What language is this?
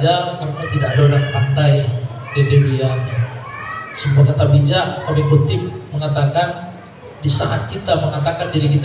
Minangkabau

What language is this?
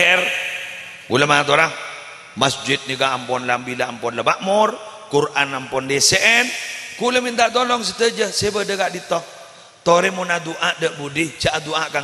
Madurese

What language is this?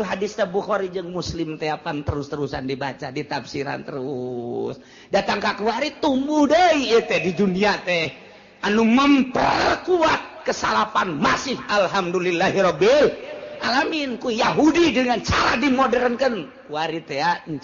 Sundanese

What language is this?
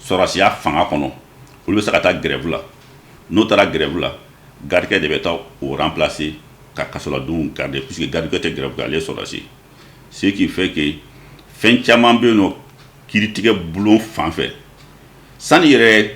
Bambara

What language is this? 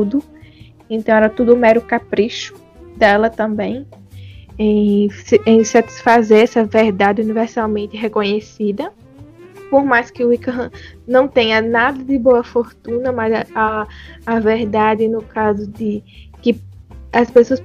Portuguese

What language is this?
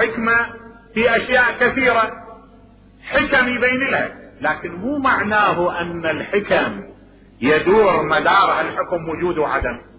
Mesopotamian Arabic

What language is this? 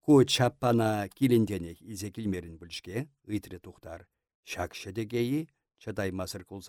Chuvash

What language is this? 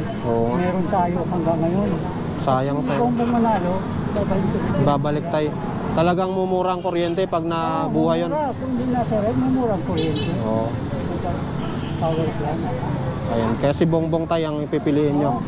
Filipino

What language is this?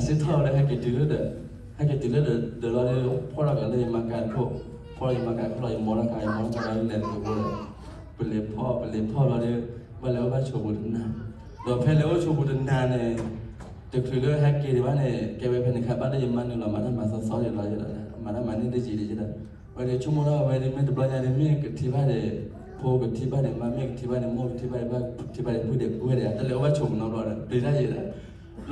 S'gaw Karen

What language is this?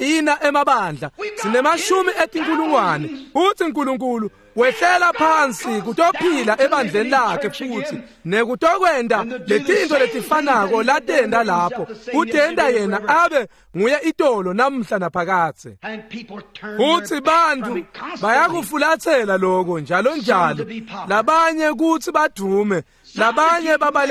Swati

